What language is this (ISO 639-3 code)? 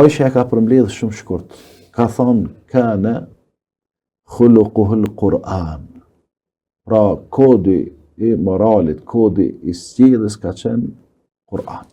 sqi